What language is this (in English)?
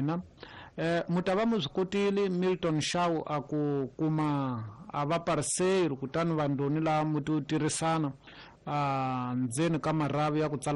Tsonga